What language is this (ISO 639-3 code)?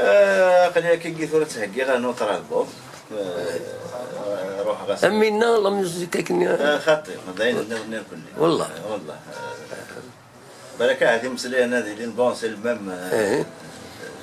kab